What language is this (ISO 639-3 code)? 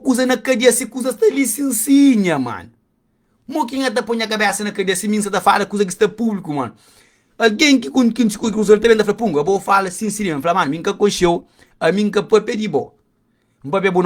kea